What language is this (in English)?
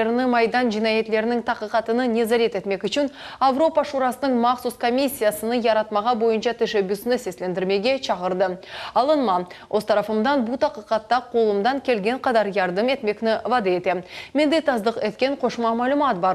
Crimean Tatar